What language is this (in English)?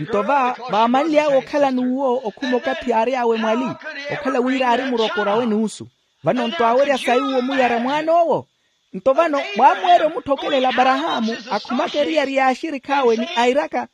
Makhuwa